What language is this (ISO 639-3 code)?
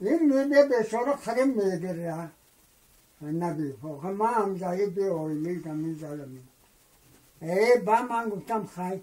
tgk